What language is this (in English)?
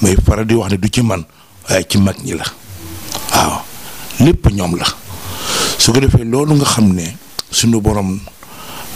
Wolof